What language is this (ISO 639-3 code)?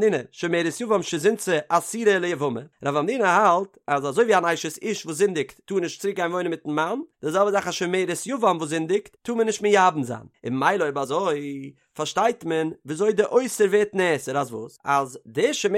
yid